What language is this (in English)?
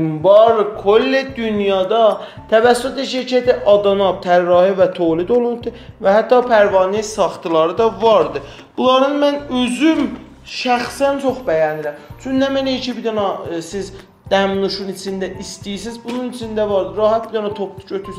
South Azerbaijani